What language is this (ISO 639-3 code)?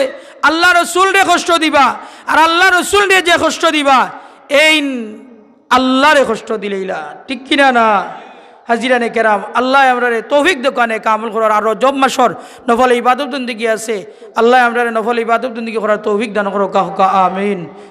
syl